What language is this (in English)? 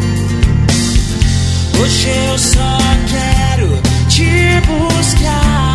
Portuguese